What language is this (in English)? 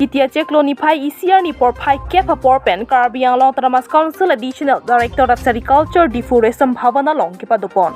Karbi